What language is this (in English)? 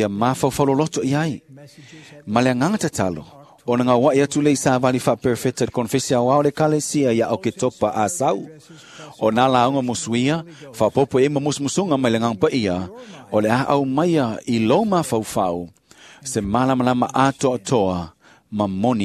Samoan